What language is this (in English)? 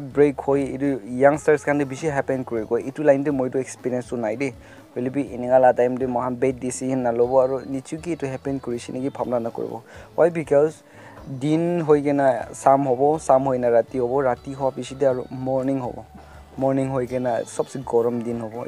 Naga Pidgin